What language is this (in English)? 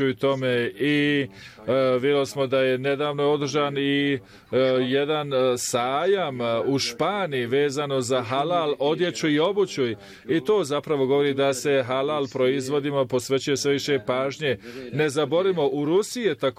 Bosnian